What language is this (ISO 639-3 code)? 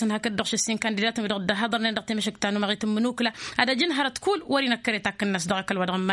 taq